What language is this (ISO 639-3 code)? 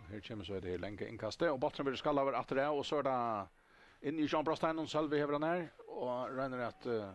fao